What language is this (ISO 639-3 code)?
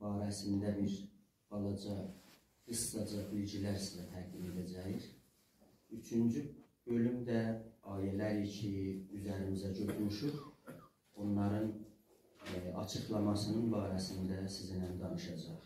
azb